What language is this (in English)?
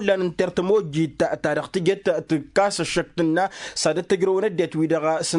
Tamasheq